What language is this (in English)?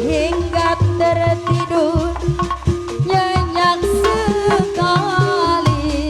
Betawi